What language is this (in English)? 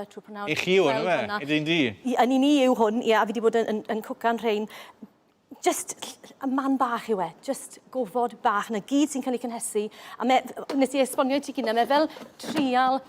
Welsh